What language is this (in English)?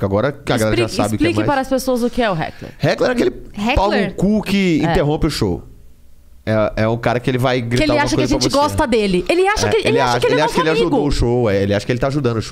Portuguese